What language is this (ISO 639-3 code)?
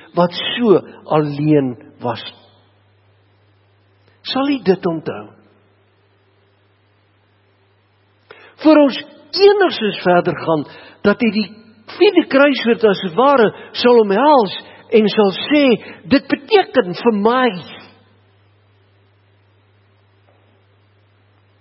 afr